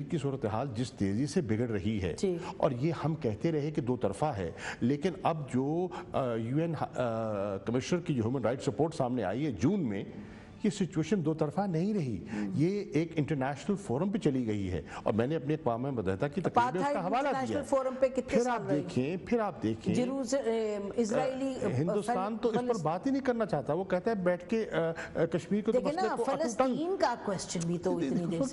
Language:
Urdu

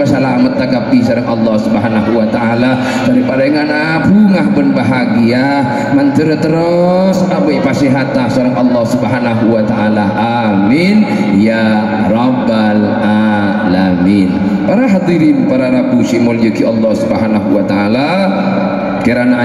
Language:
Madurese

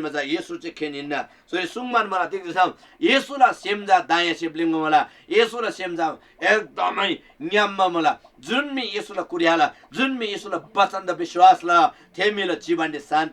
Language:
Eastern Tamang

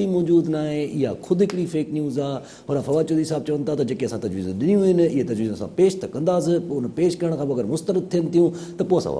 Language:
Sindhi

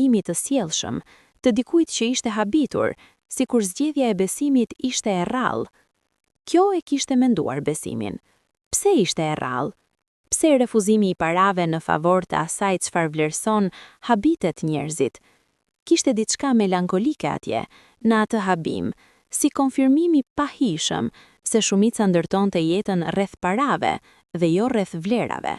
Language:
Albanian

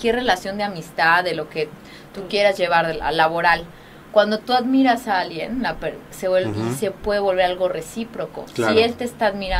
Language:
Spanish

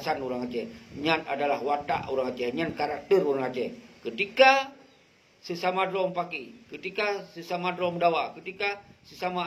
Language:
Achinese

